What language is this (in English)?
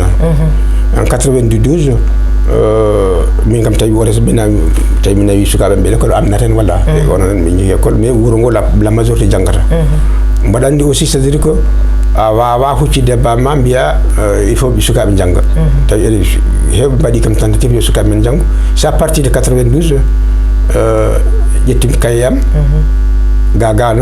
Fula